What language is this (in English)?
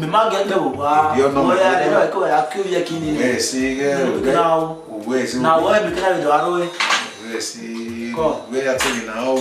Bini